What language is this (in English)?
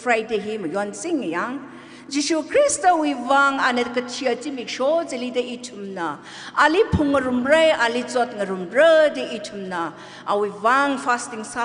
Tangkhul Naga (India)